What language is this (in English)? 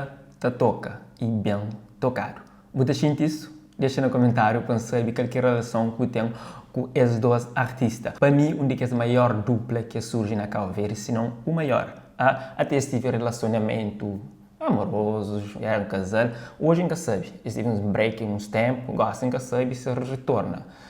Kabuverdianu